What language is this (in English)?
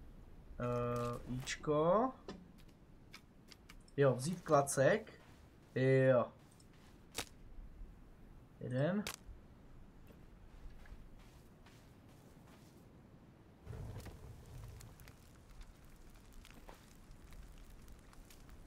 Czech